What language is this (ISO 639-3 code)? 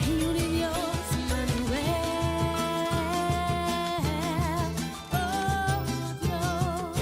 pap